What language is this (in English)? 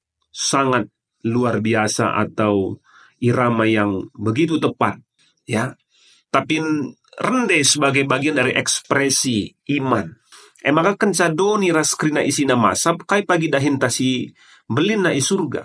Batak Karo